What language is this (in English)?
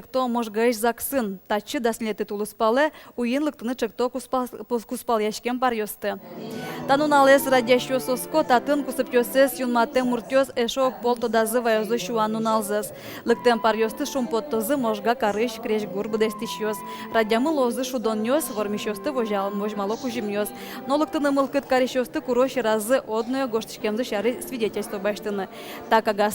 Udmurt